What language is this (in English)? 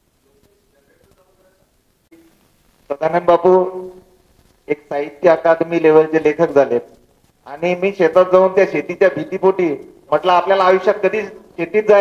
Marathi